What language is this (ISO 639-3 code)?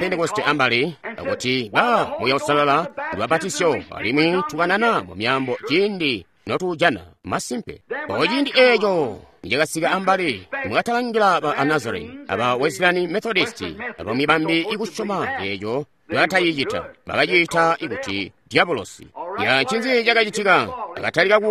toi